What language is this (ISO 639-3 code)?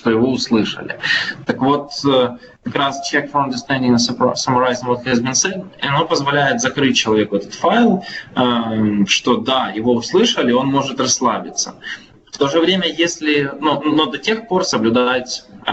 rus